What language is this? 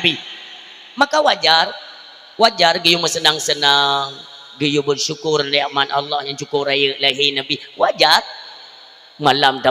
Achinese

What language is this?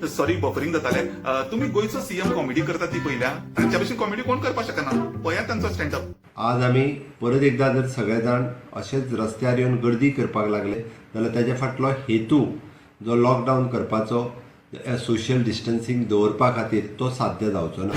Konkani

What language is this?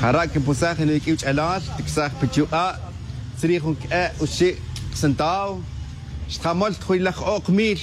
Tz'utujil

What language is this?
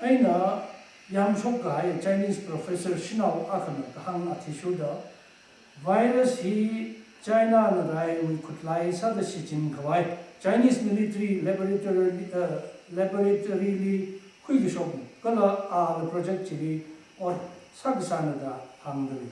Tangkhul Naga (India)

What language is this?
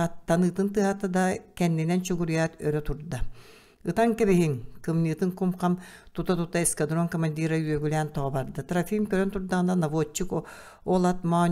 Yakut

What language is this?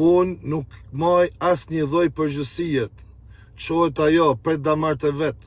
Albanian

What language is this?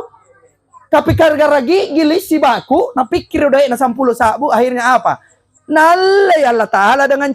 Makasar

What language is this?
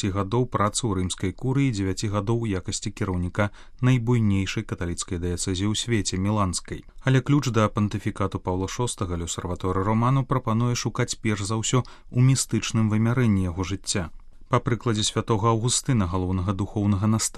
Belarusian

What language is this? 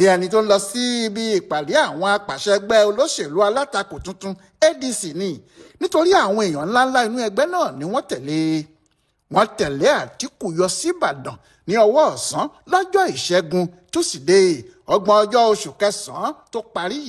Yoruba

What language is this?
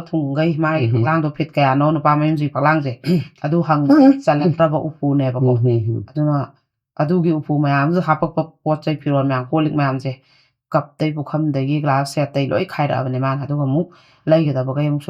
Manipuri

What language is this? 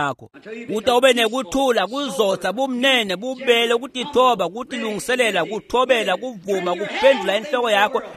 Swati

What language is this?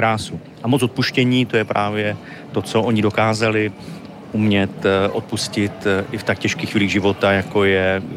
Czech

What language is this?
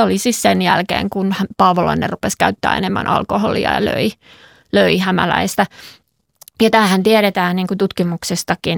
Finnish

